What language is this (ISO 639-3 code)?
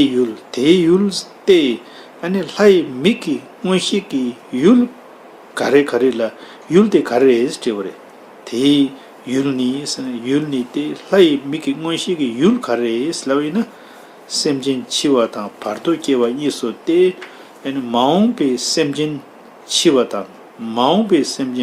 bod